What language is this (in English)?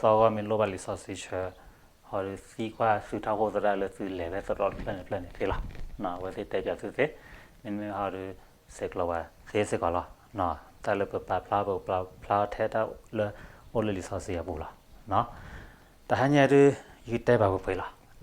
S'gaw Karen